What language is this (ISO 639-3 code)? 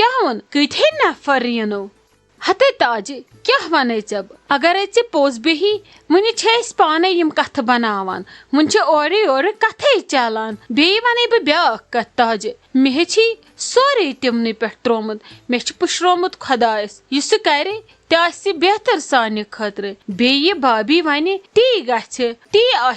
kas